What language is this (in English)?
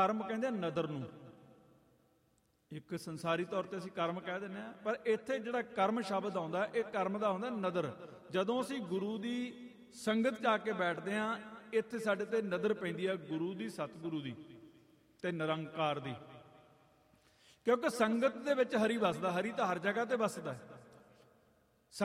Punjabi